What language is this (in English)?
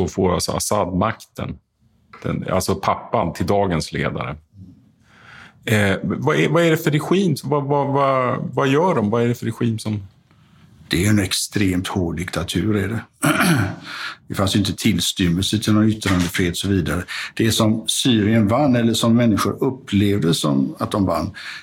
Swedish